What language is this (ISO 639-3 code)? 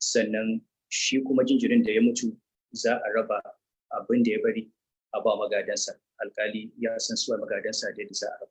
hau